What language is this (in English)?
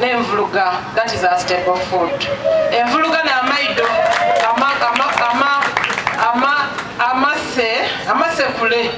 Soga